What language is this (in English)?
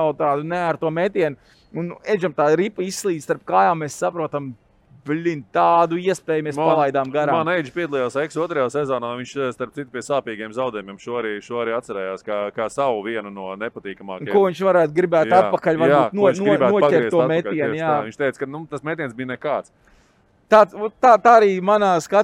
Latvian